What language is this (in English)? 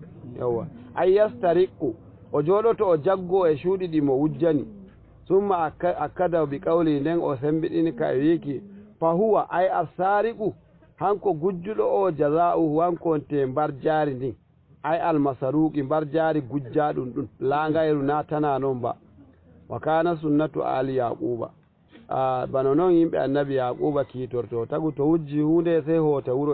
Fula